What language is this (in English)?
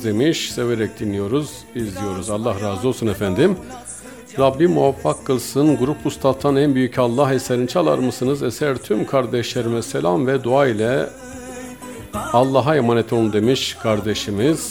Turkish